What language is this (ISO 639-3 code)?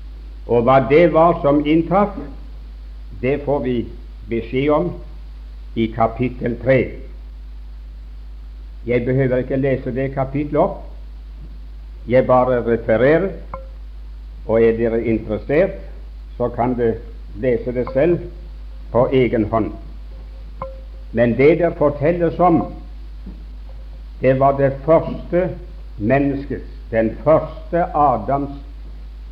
nor